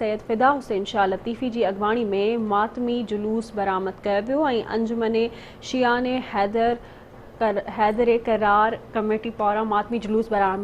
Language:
Sindhi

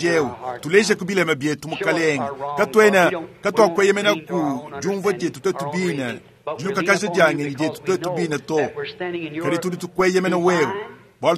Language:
Luba-Lulua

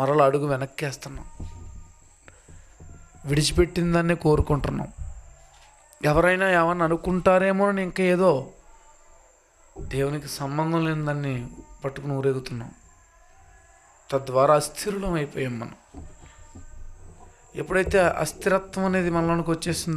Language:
Telugu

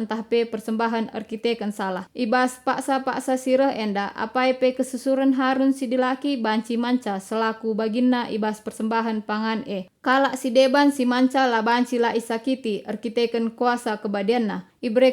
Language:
Batak Karo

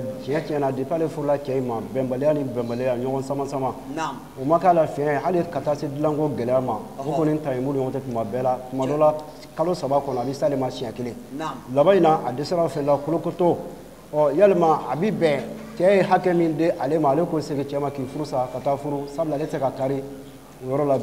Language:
Bambara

